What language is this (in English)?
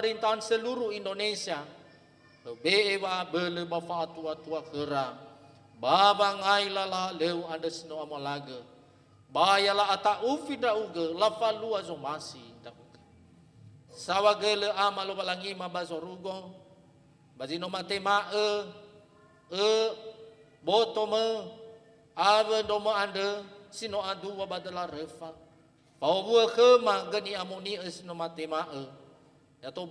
Nias